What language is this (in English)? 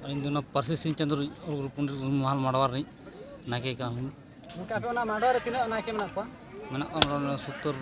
Santali